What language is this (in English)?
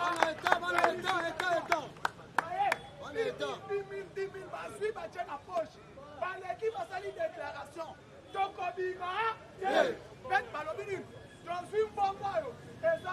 Lingala